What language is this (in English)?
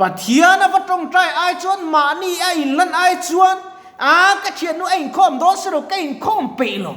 Mizo